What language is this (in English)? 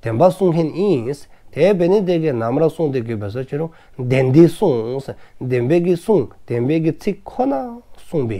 Dzongkha